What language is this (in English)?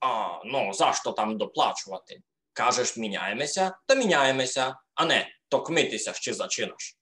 Rusyn